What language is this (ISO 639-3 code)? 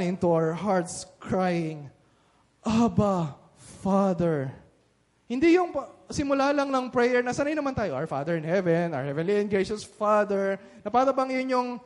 fil